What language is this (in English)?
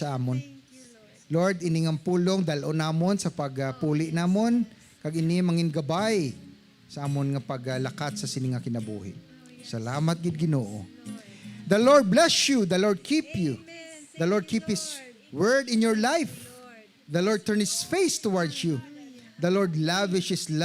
Hiligaynon